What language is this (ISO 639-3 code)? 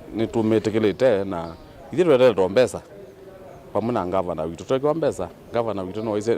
kam